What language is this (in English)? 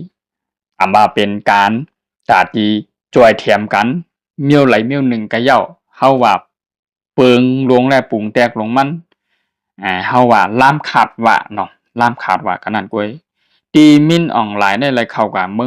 Shan